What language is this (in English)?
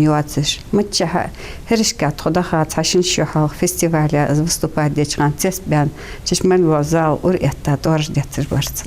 Ingush